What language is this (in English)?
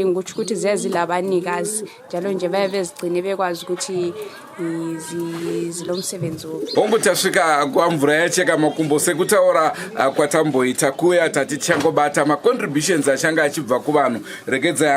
Shona